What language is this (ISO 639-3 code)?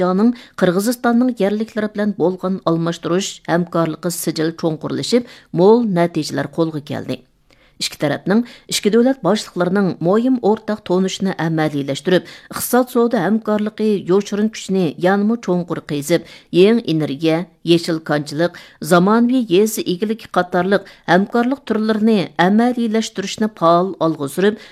uig